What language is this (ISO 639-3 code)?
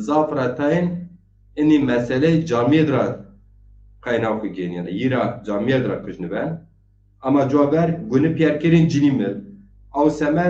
zza